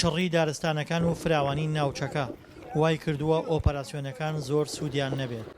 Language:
Central Kurdish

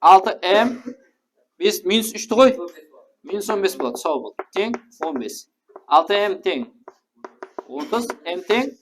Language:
Kara-Kalpak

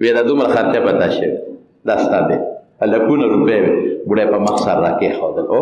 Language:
Pashto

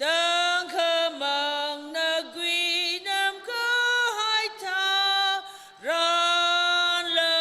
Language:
Tangkhul Naga (India)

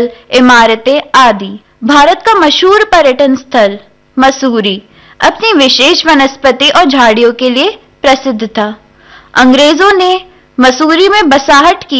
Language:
Hindi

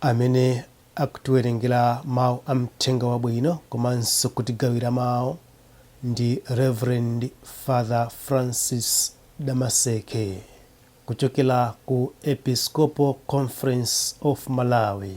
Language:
Nyanja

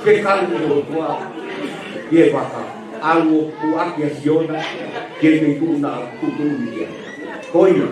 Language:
Tongan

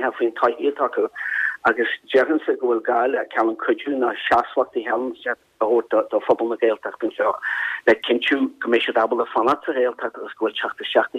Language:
Irish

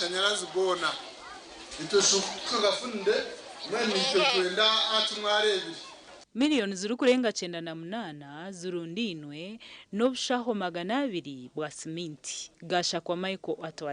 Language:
Nyankole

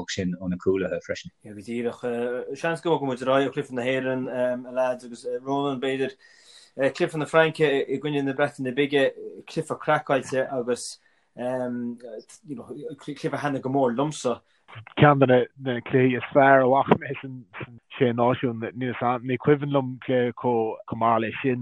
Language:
Irish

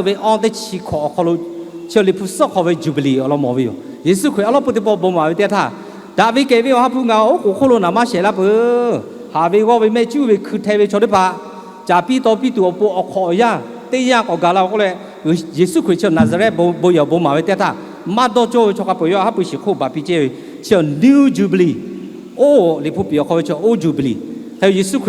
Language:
Lahu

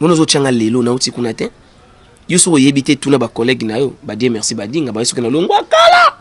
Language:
Lingala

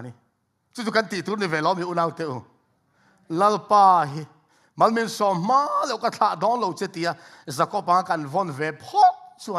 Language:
Mizo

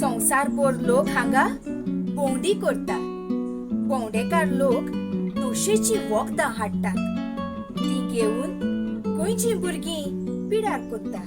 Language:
Konkani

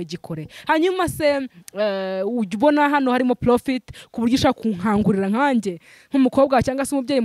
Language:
Kinyarwanda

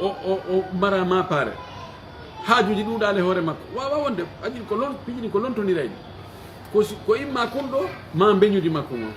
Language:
Pular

